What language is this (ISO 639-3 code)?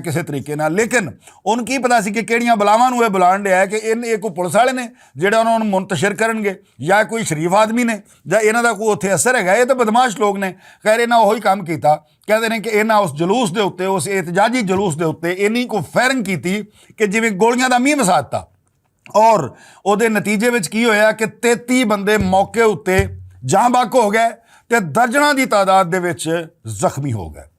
lah